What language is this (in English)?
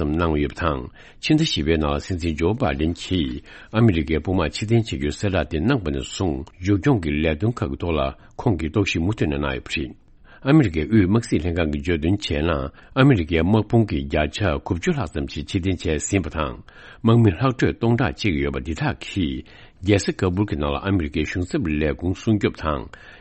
Tibetan